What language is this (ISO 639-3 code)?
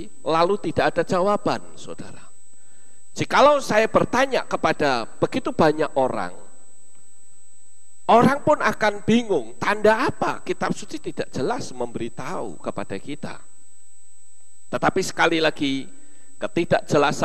ind